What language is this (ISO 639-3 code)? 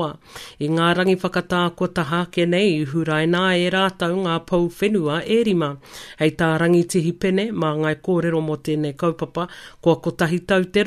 mri